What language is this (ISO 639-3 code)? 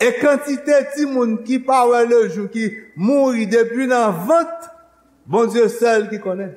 hat